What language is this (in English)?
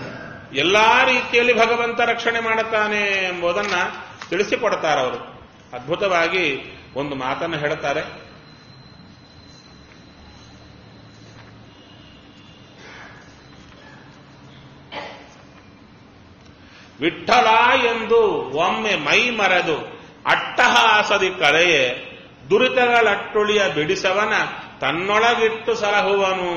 Kannada